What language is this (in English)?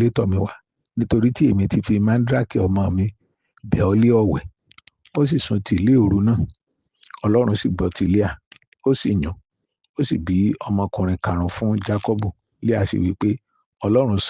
Yoruba